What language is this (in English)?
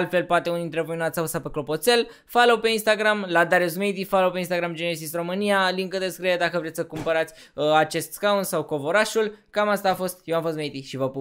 Romanian